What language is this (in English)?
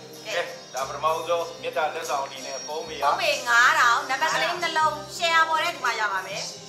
Burmese